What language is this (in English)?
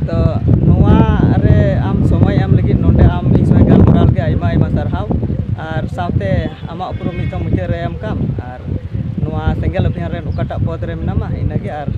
Santali